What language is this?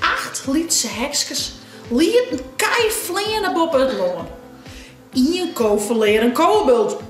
Western Frisian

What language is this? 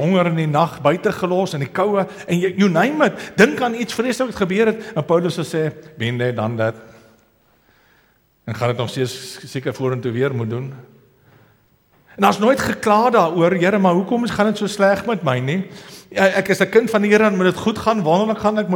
Afrikaans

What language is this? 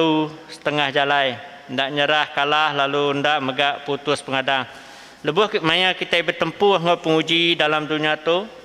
Iban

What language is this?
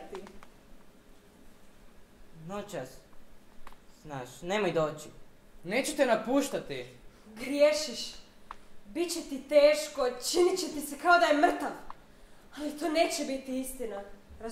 Croatian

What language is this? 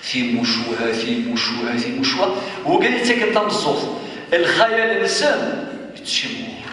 Kabyle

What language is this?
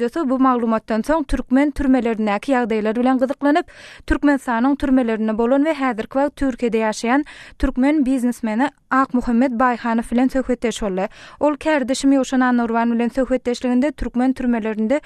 Turkmen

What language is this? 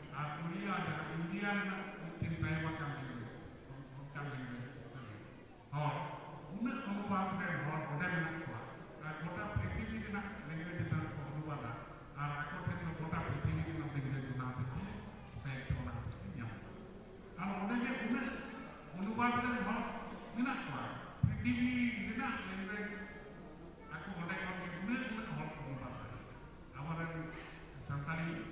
Santali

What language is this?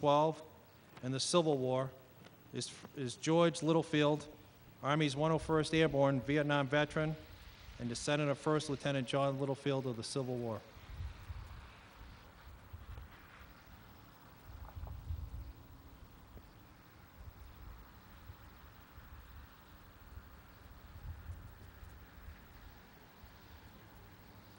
English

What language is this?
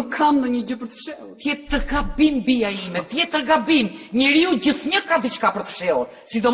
Albanian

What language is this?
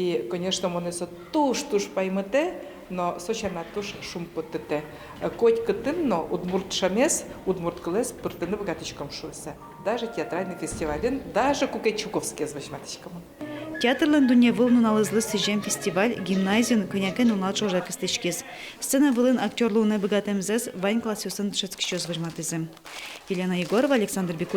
Udmurt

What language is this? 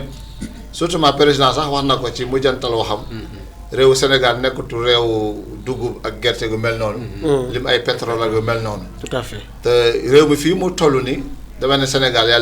Wolof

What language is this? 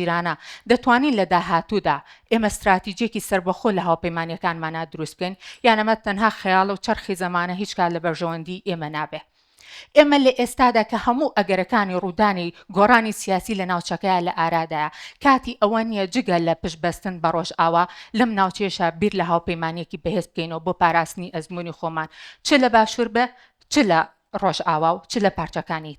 Central Kurdish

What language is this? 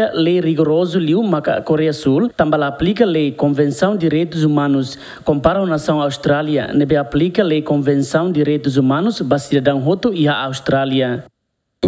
Tetum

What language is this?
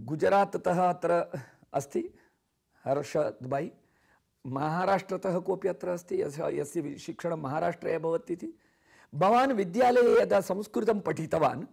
Sanskrit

